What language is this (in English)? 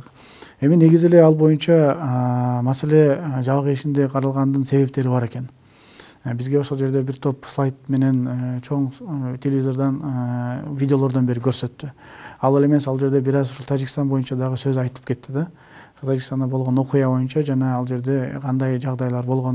Kyrgyz